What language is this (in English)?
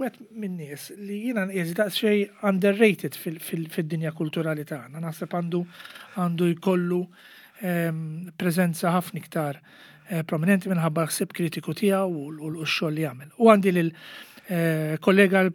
Maltese